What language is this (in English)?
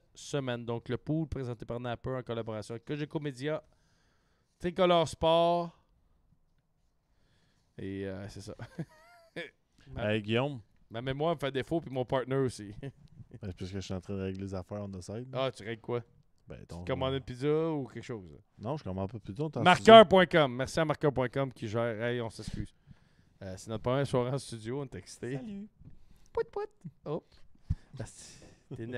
French